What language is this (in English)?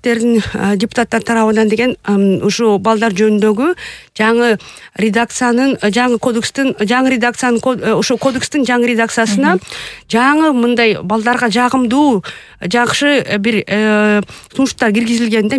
Kyrgyz